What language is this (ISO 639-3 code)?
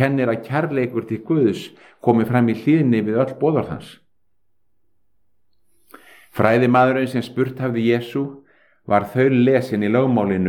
isl